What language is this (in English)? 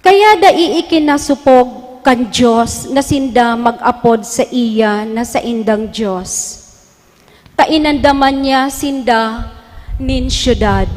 Bikol